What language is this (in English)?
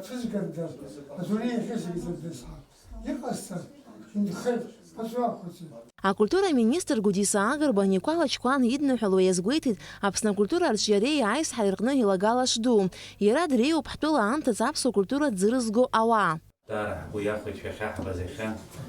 Abkhazian